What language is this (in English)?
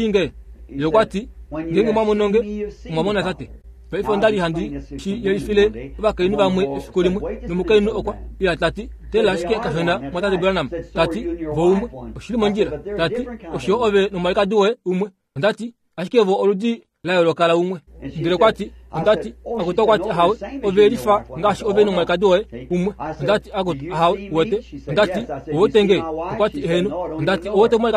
Kuanyama